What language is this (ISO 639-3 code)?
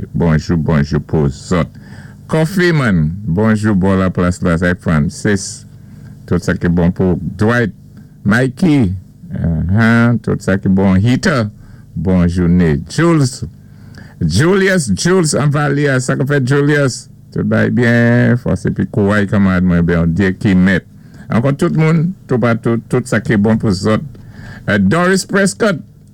acf